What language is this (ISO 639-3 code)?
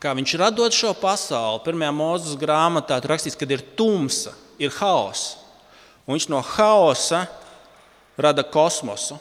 lav